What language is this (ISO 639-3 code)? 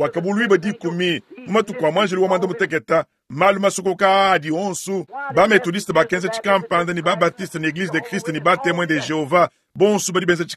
lua